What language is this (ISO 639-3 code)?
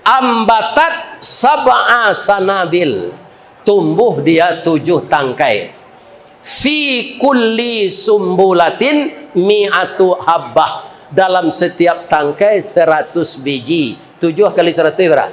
min